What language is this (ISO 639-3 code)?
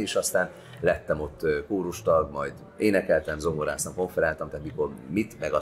hun